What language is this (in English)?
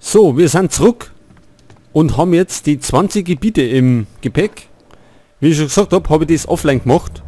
Bavarian